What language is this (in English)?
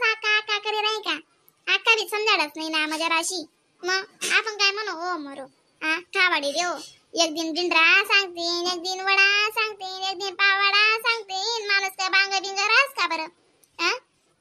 Khandesi